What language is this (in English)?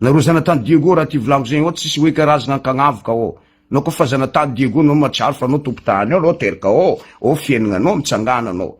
Malagasy